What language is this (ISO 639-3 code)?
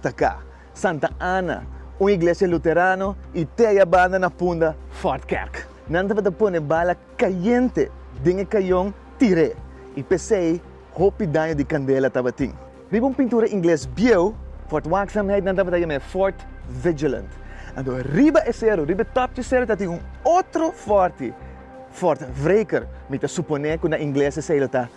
pap